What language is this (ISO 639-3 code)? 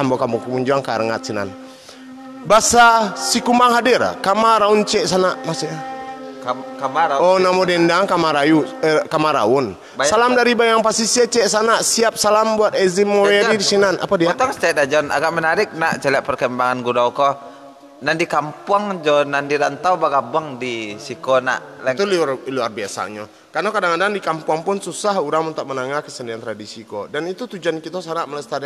min